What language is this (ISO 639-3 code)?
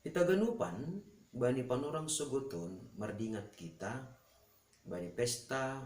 bts